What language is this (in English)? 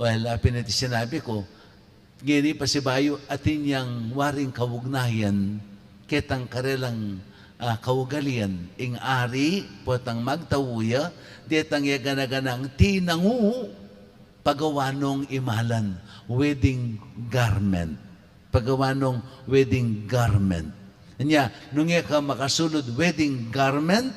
Pampanga